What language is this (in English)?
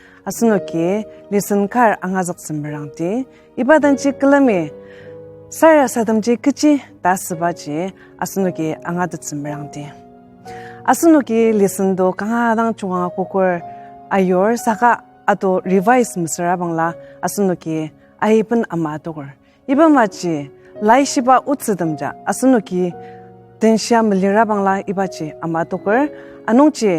Ao Naga